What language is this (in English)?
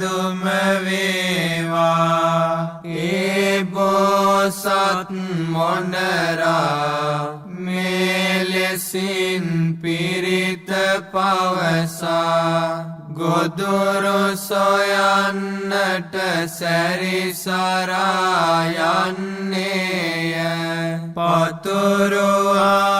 Sinhala